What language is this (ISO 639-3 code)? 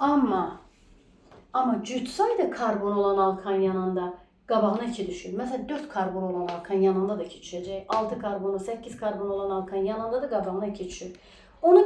aze